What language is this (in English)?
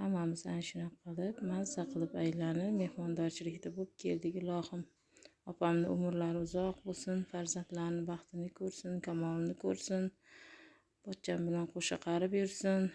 Uzbek